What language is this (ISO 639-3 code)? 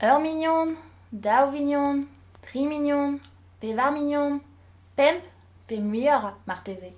bre